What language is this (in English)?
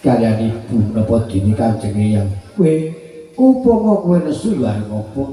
Javanese